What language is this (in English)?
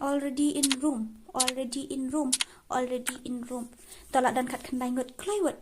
Khasi